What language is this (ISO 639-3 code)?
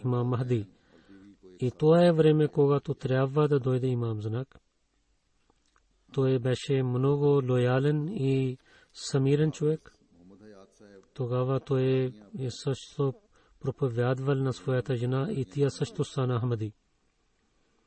bul